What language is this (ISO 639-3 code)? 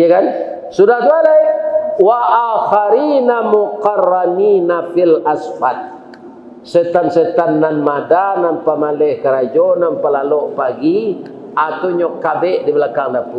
min